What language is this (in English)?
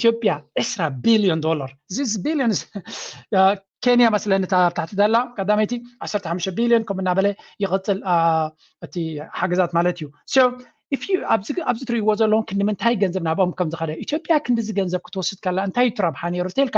Tigrinya